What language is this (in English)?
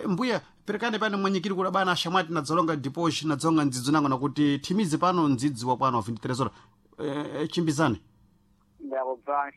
Sena